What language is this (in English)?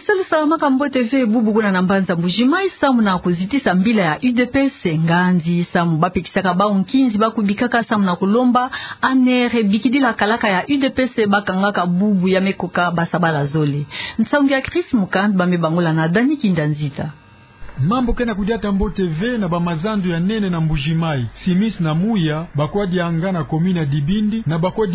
Kituba (Democratic Republic of Congo)